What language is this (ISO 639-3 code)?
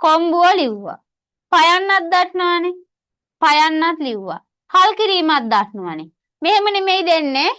sin